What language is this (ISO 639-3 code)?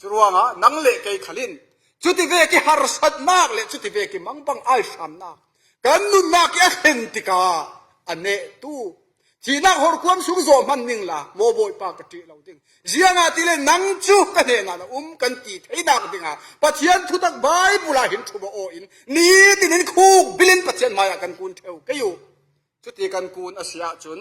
cfm